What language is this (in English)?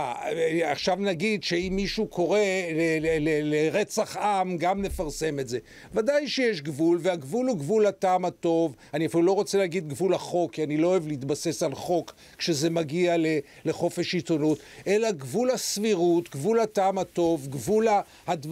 Hebrew